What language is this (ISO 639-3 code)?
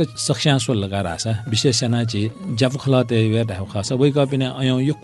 new